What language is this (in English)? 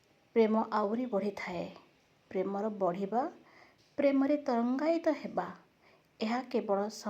Odia